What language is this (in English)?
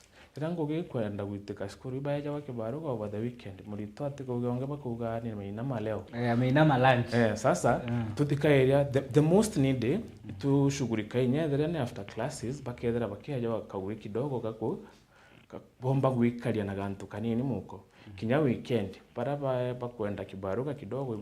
Meru